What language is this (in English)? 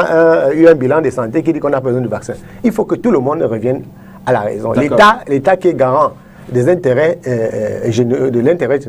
French